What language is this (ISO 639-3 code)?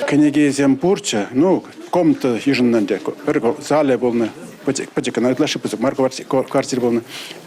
chv